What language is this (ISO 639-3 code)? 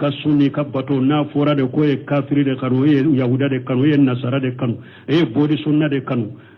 bam